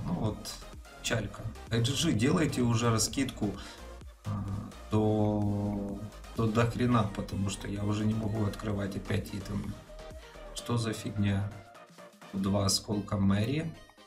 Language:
Russian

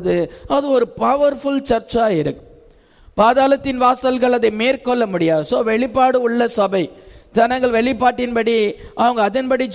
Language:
Tamil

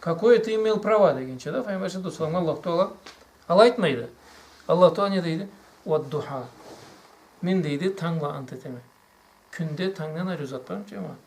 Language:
Karachay-Balkar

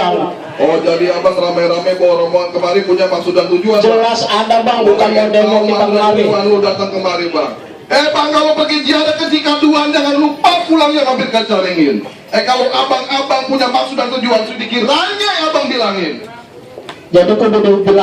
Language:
Betawi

